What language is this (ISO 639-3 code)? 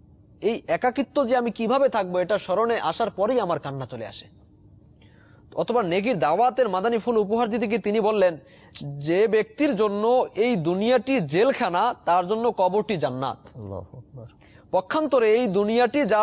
ben